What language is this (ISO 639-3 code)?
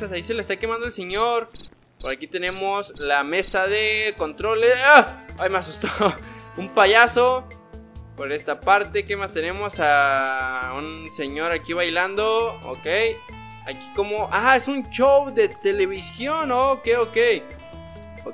spa